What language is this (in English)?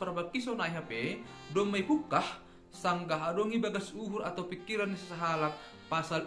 Batak Simalungun